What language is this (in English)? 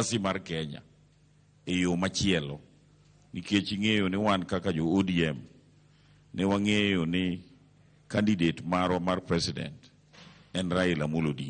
Luo (Kenya and Tanzania)